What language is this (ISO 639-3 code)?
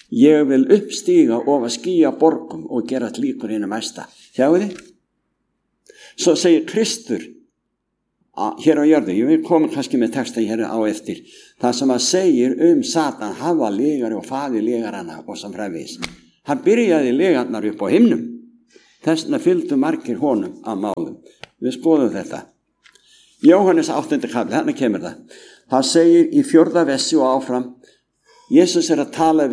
isl